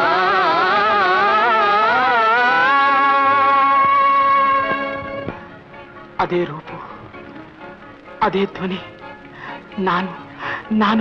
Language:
Kannada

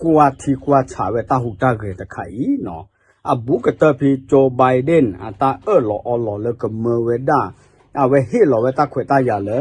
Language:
S'gaw Karen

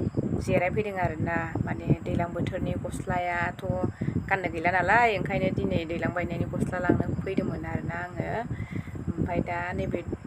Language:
Bodo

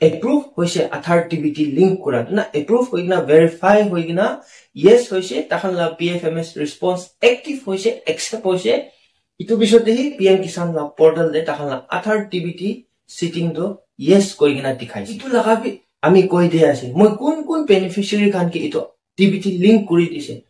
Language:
Naga Pidgin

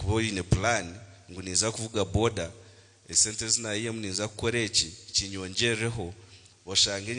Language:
Nyankole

